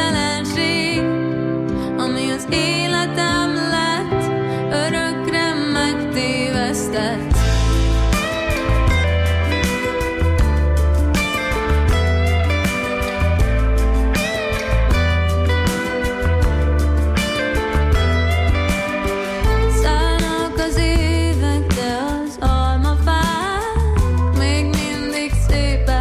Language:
Hungarian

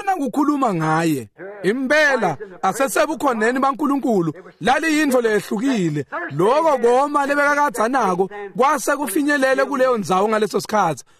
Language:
Swati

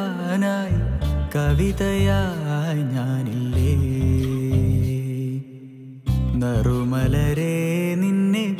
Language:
Malayalam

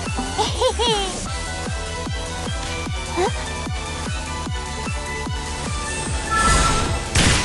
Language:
Japanese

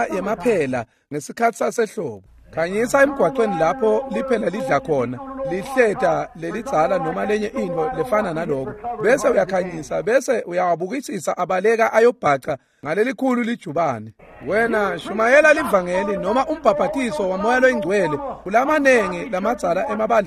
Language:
Swati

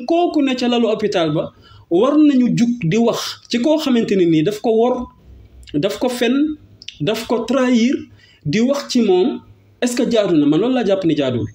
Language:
Wolof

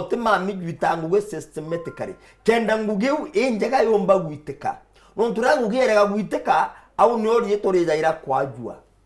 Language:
Meru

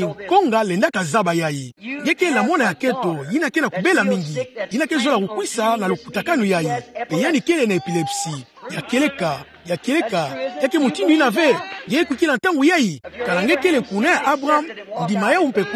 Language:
Kituba (Democratic Republic of Congo)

